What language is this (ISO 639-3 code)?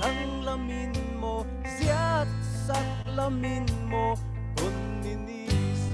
cfm